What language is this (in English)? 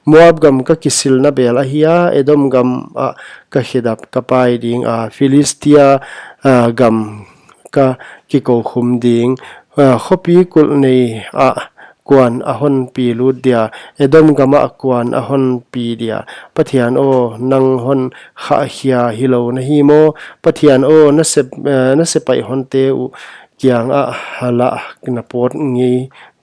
Paite Chin